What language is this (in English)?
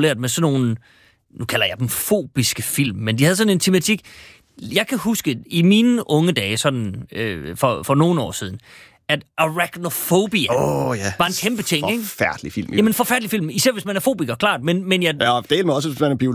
Danish